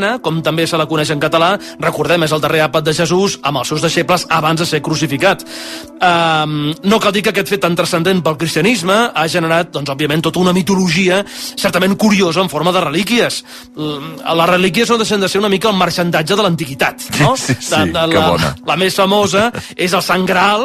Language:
Catalan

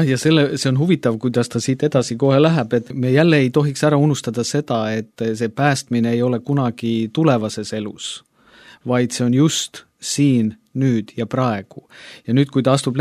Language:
Estonian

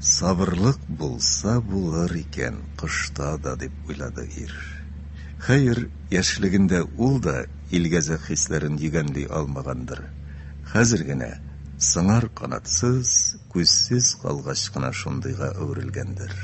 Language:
Tatar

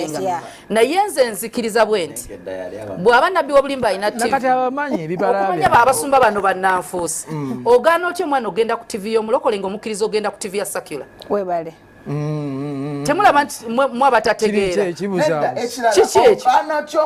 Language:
Ganda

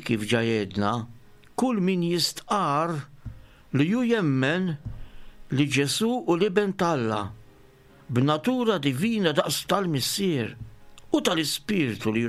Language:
Maltese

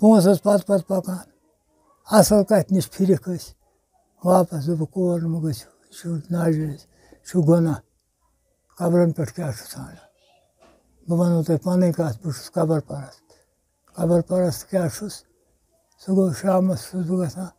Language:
Kashmiri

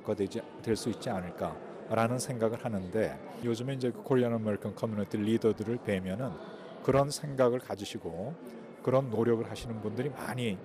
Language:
Korean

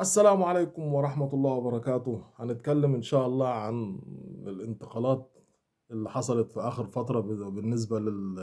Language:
Egyptian Arabic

